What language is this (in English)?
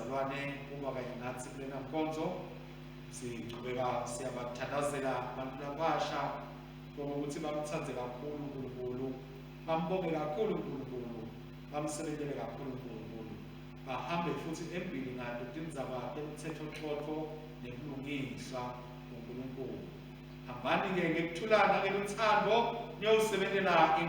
Swati